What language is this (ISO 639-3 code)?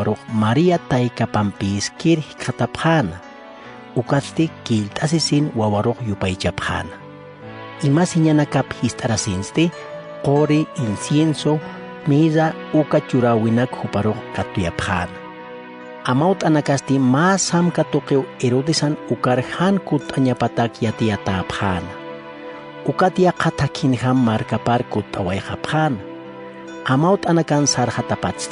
aym